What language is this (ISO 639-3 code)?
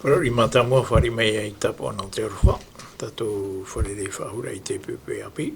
tah